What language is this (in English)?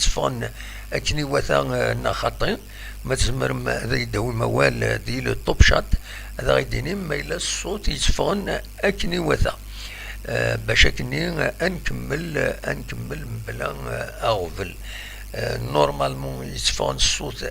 Kabyle